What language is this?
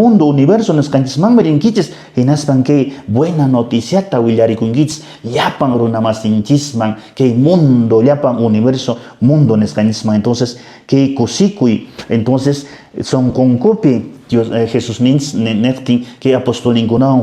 Quechua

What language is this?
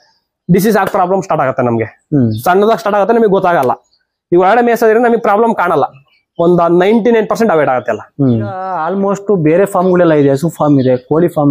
Kannada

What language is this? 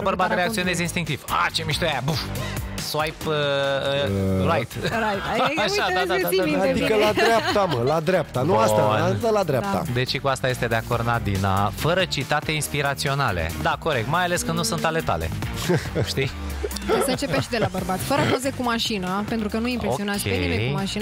Romanian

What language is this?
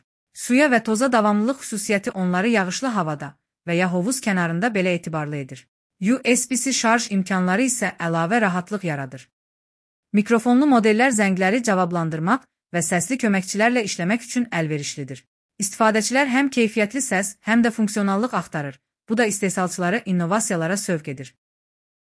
Azerbaijani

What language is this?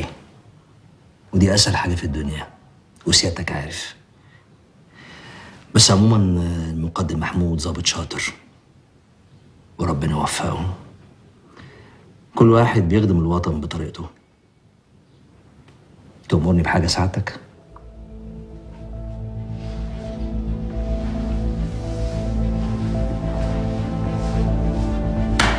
Egyptian Arabic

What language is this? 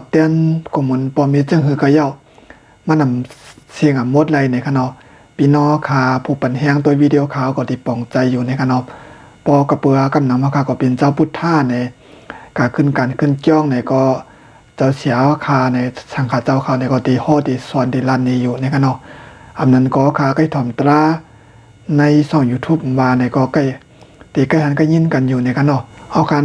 Shan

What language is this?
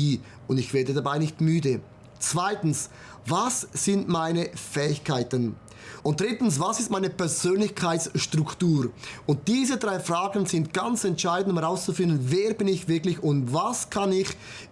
Swiss German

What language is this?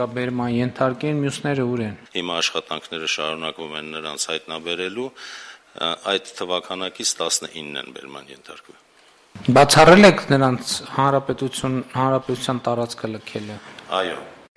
Armenian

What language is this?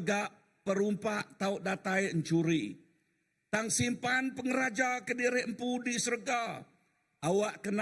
Iban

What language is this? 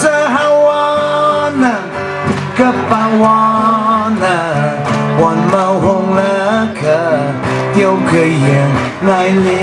Tangkhul Naga (India)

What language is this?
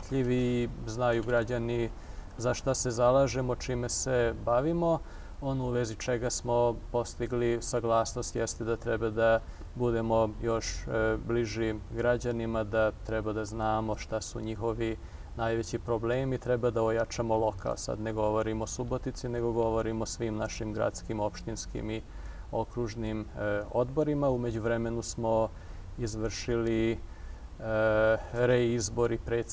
Serbian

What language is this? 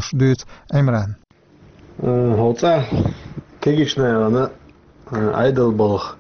Chechen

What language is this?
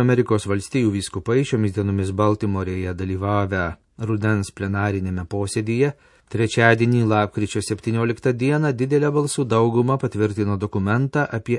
Lithuanian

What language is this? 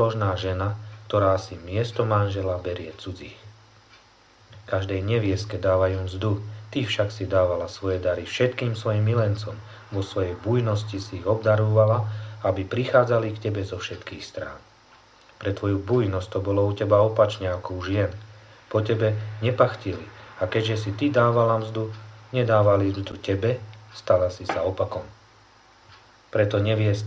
Slovak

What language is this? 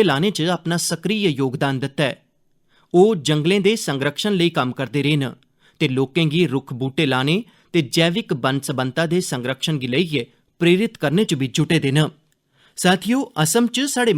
Dogri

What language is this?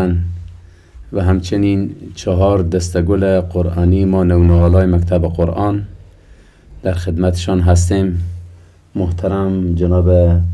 Persian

